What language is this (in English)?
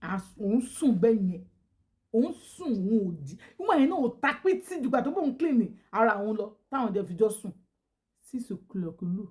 Yoruba